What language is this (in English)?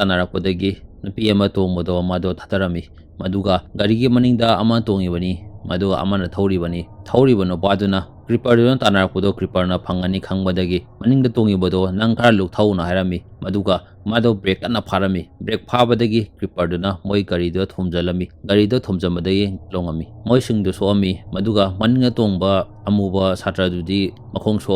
Manipuri